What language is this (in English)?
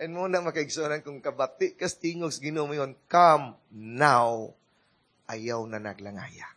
Cebuano